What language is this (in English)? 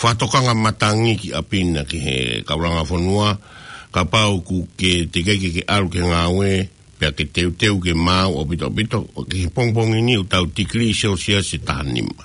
Tongan